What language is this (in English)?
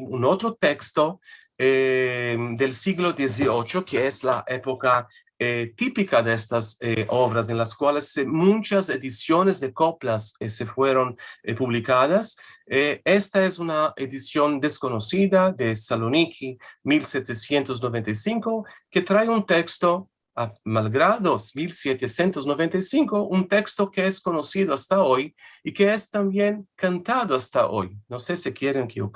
Ladino